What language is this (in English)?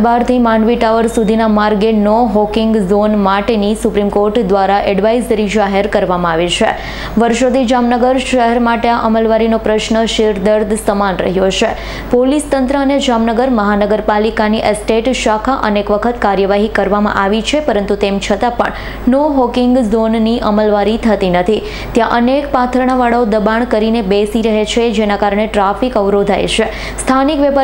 Gujarati